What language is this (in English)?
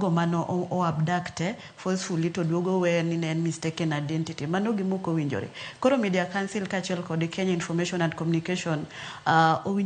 Luo (Kenya and Tanzania)